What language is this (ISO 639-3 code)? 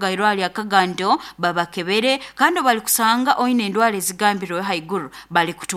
nyo